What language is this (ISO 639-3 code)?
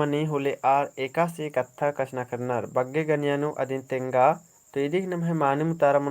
kru